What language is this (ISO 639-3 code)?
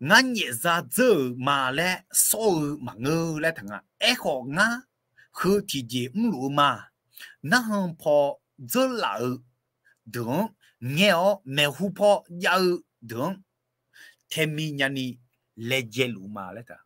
ahk